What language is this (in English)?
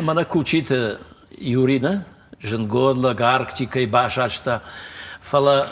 Ossetic